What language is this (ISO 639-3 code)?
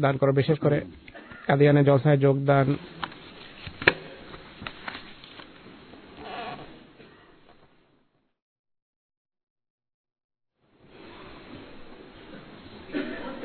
ben